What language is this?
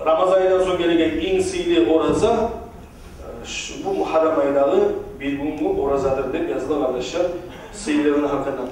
Kumyk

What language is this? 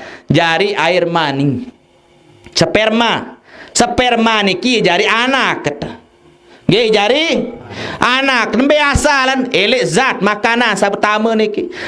Sasak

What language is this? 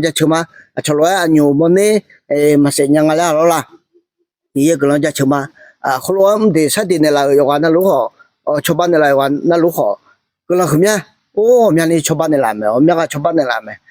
Akha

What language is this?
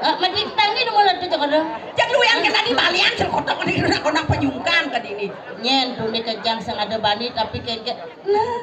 Balinese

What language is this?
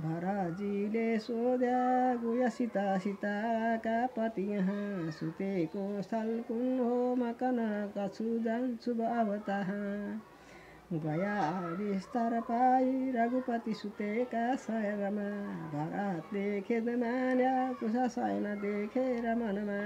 Nepali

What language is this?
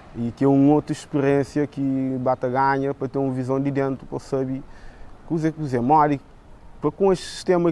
Kabuverdianu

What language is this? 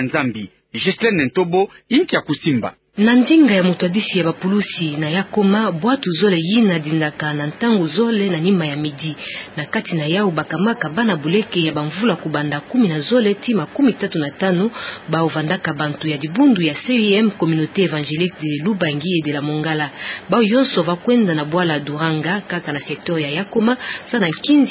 Kituba (Democratic Republic of Congo)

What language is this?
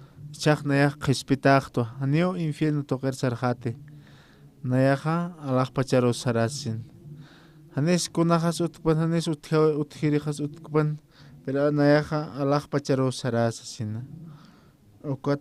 Aymara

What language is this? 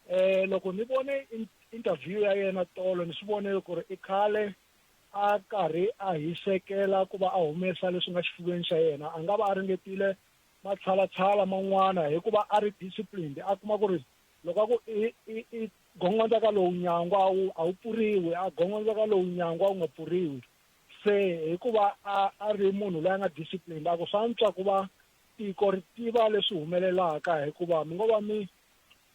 Tsonga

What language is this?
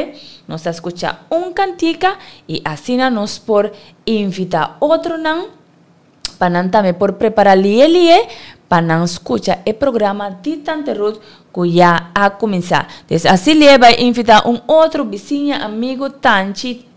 Papiamento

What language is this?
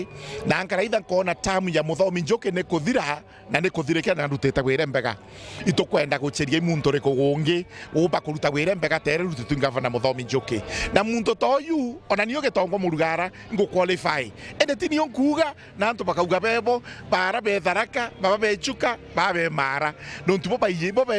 Meru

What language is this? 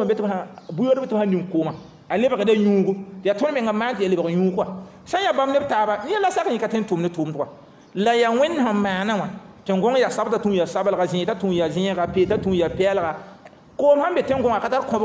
Mossi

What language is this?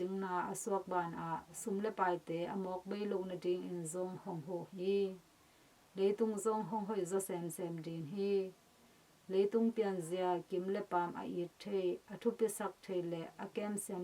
Tedim Chin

